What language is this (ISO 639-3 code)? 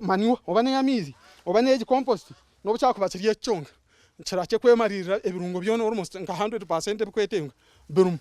nyn